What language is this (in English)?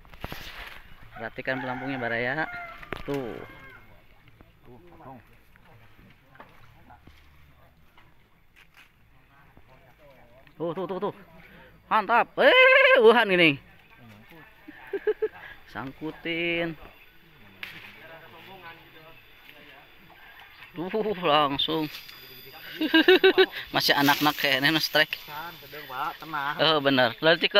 Indonesian